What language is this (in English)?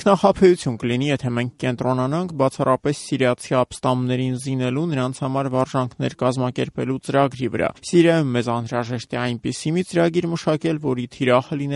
Armenian